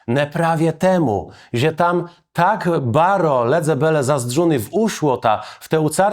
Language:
Kashubian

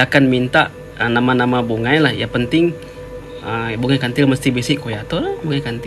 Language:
Iban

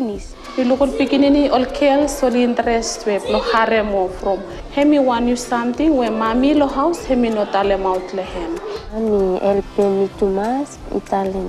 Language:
Bislama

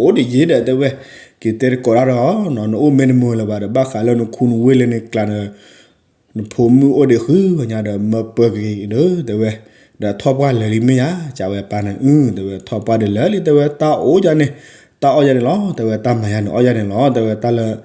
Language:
S'gaw Karen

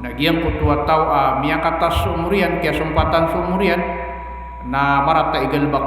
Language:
Maranao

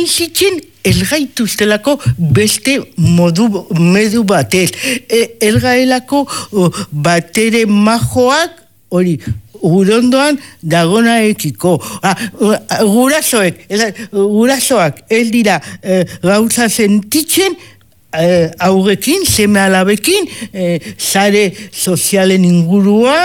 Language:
Basque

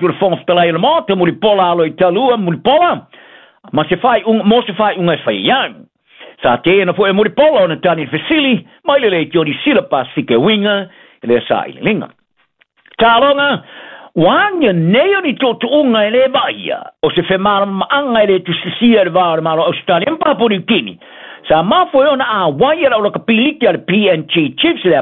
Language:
Samoan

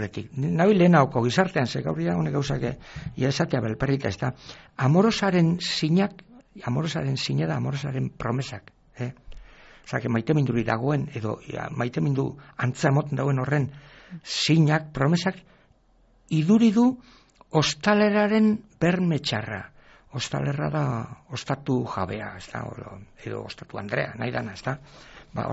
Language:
Basque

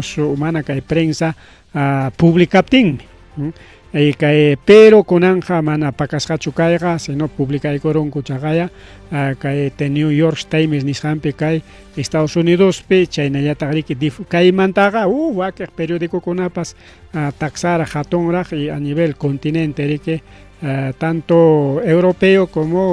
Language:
Ayacucho Quechua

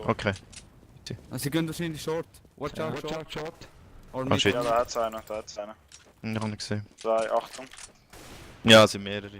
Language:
Swiss German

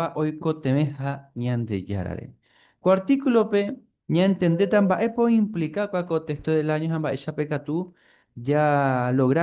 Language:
Guarani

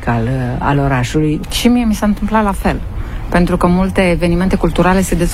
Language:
Romanian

